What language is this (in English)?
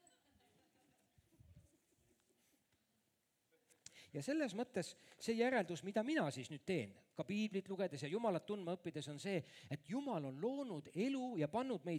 Estonian